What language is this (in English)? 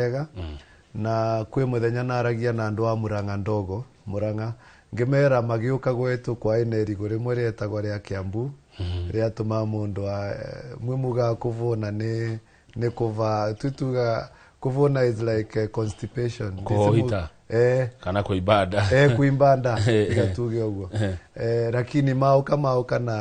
Kikuyu